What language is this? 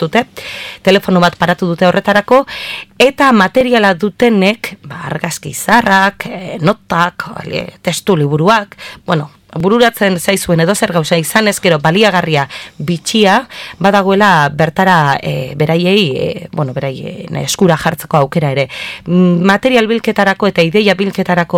Basque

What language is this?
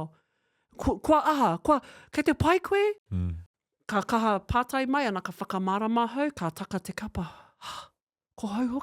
Māori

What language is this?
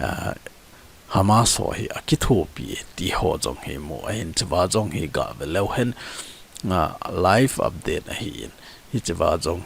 Thado Chin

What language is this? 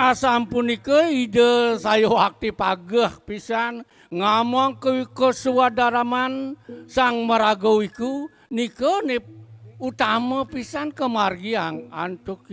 Balinese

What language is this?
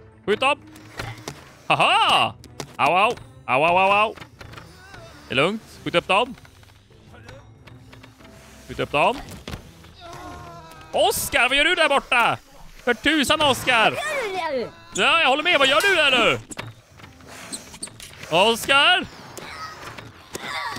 Swedish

